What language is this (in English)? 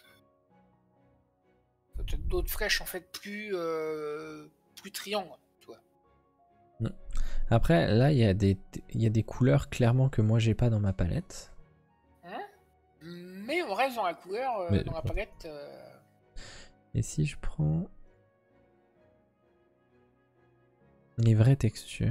French